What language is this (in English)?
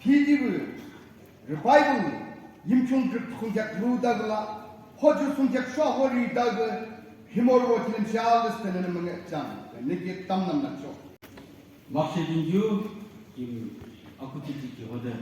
Naga Pidgin